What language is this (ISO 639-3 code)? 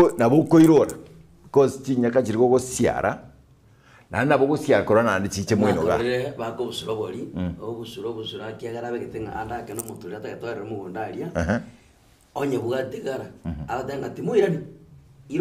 guz